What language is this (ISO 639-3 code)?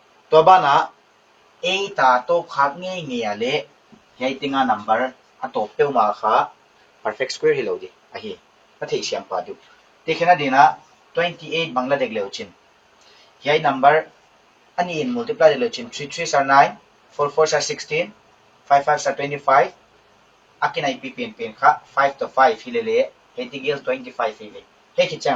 pck